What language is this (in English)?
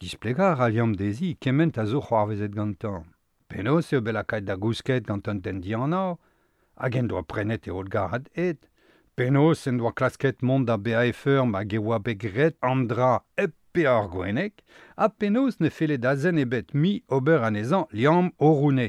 Breton